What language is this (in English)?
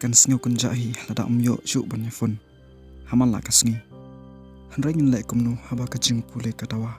Khasi